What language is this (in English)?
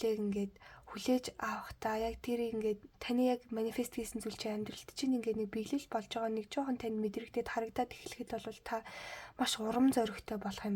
Mongolian